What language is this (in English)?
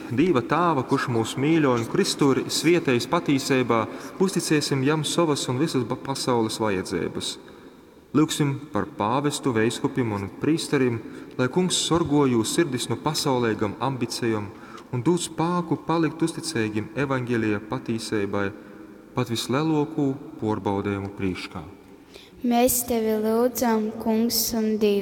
Latgalian